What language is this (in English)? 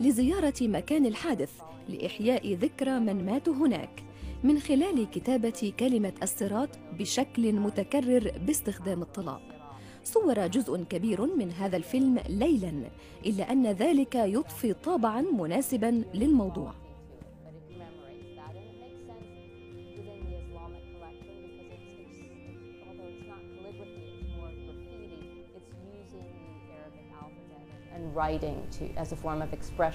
Arabic